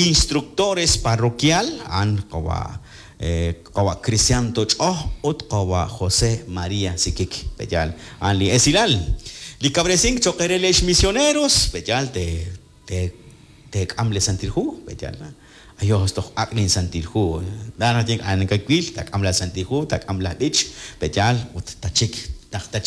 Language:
Kekchí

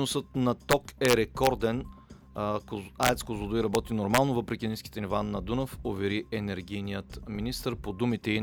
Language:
Bulgarian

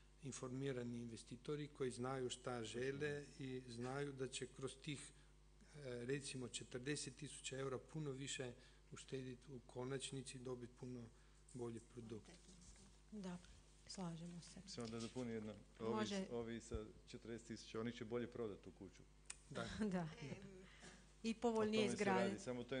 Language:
Croatian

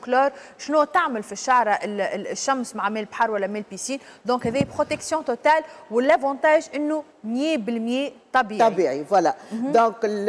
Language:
Tunisian Arabic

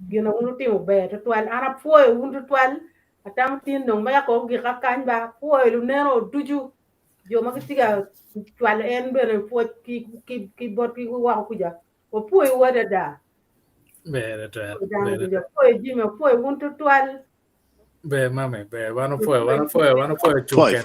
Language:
Acoli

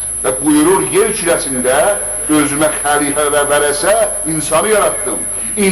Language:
South Azerbaijani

